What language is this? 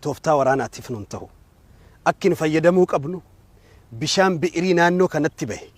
Oromo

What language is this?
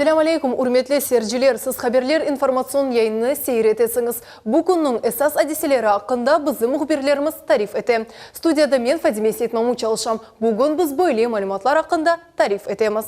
Crimean Tatar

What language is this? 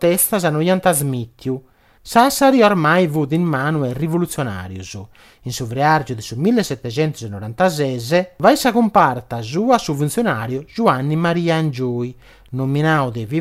Sardinian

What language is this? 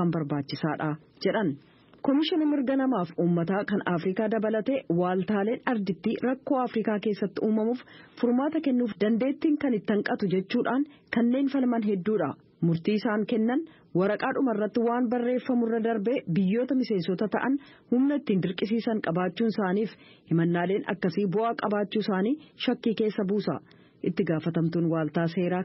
Oromo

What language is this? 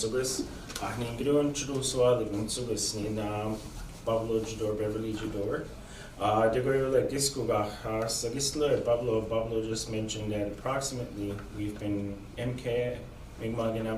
Mi'kmaw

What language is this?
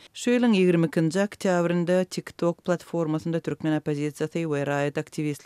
Turkmen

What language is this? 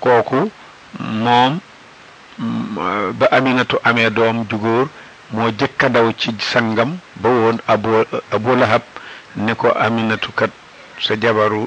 Wolof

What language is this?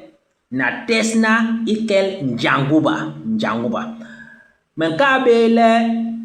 Basaa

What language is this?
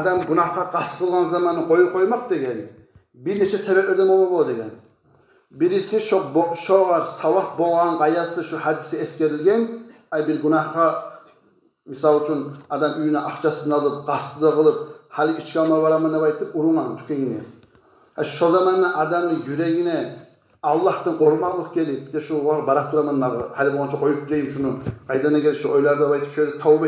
Kumyk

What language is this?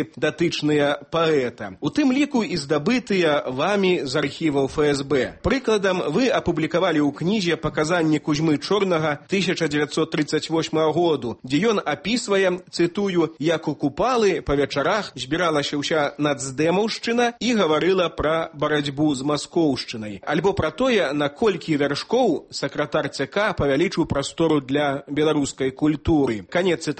Belarusian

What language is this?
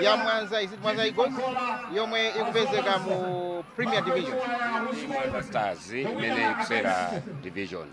Nyanja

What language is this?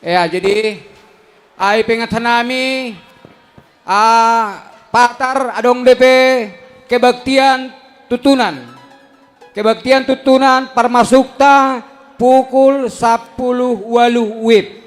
Batak Simalungun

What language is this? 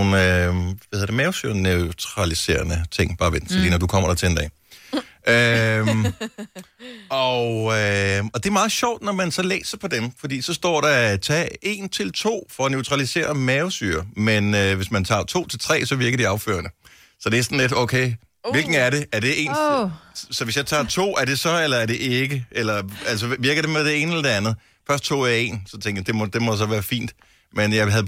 Danish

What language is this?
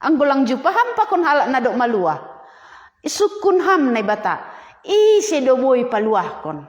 Batak Simalungun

